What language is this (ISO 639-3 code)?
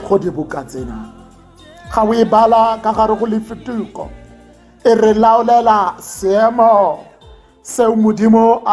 tsn